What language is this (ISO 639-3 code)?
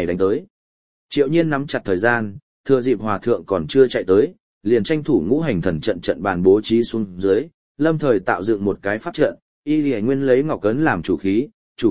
vie